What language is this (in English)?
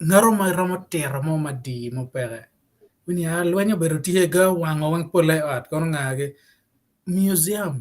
Acoli